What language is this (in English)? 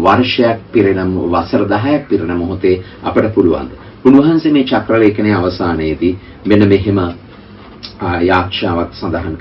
Sinhala